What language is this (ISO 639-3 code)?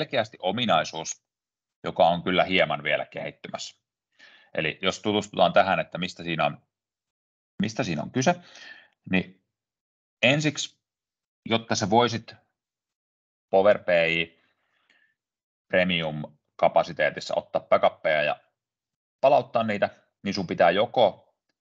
fin